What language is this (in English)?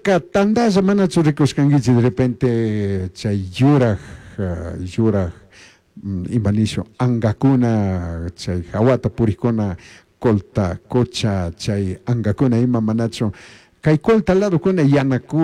Chimborazo Highland Quichua